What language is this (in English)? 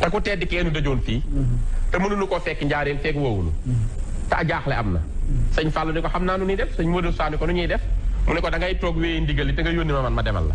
Wolof